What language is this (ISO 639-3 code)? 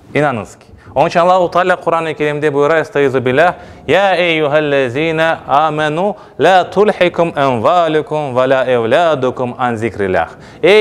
crh